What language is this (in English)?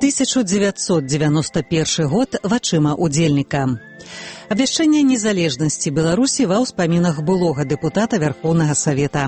Belarusian